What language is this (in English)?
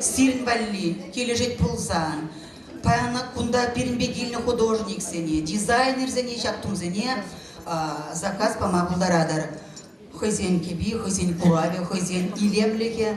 Chuvash